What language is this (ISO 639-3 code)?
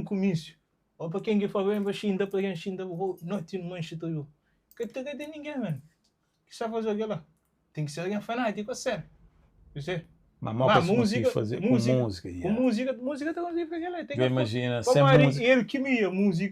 kea